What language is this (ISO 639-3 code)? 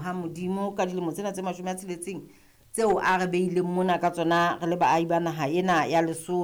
sot